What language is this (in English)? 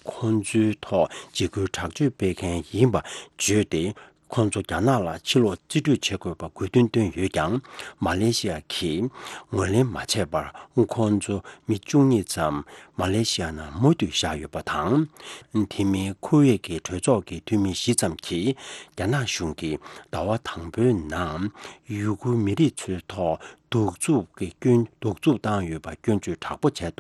Tibetan